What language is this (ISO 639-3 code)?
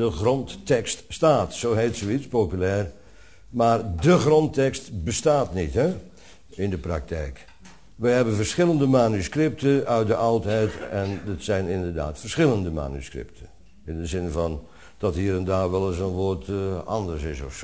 nld